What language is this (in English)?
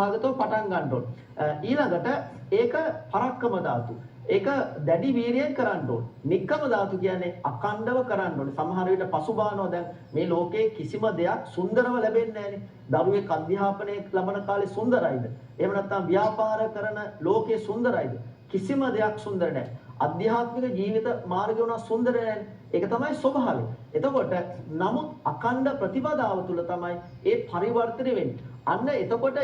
Sinhala